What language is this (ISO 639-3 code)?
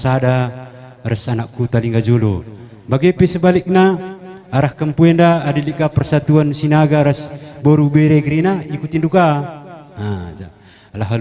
btx